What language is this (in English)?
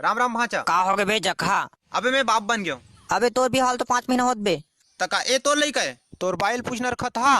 Chhattisgarhi